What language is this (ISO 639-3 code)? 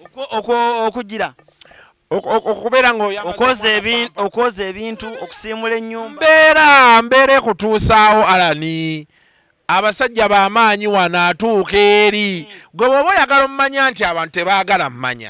lug